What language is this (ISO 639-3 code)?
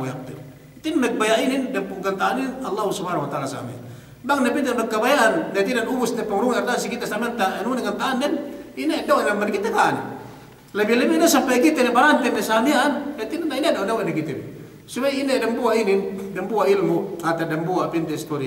yka